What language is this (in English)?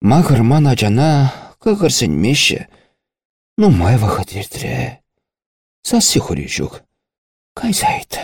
Chuvash